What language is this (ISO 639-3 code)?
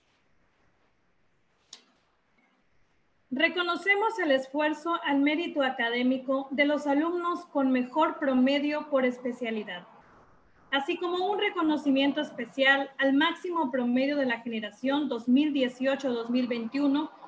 spa